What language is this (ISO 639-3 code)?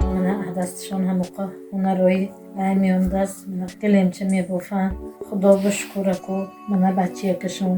tgk